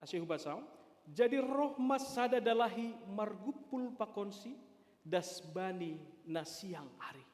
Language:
Batak Simalungun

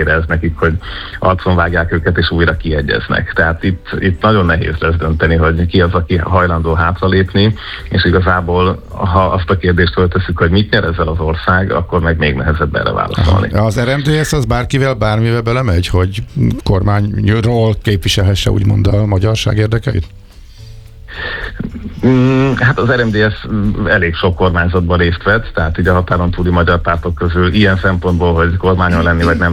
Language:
Hungarian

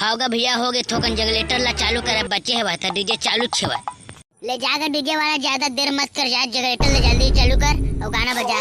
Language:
Chhattisgarhi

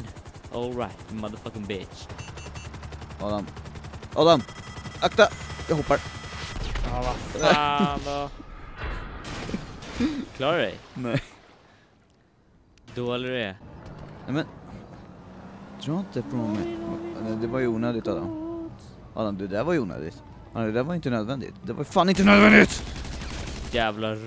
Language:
Swedish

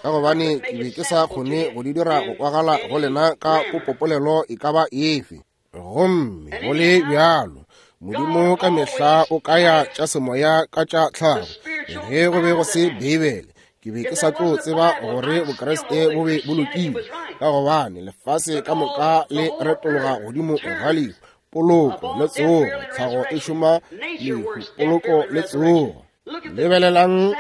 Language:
Northern Sotho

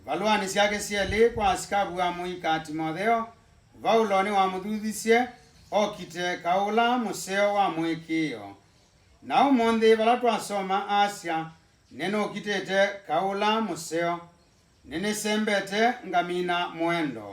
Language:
Kamba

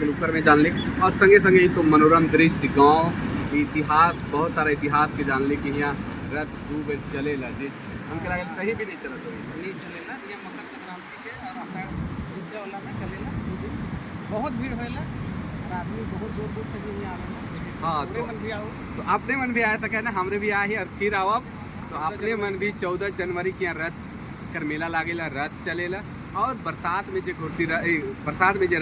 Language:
Sadri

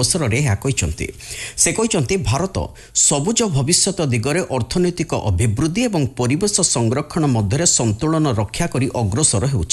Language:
Odia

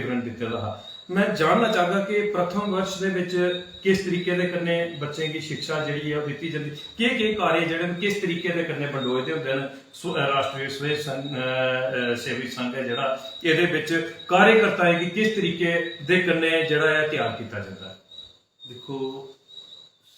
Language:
Dogri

